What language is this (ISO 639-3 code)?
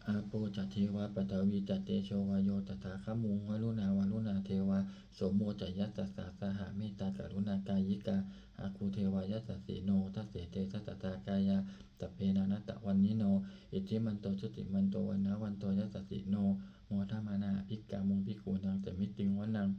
pli